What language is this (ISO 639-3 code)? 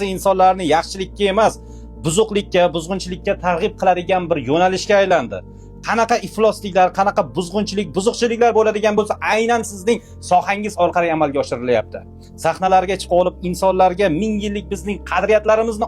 uzb